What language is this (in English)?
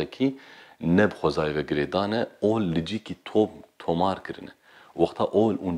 Kurdish